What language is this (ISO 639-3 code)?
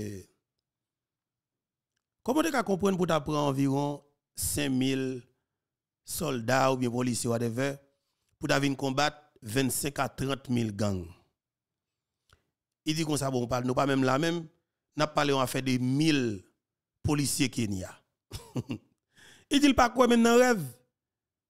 hat